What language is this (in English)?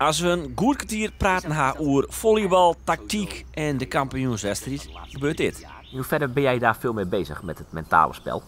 Western Frisian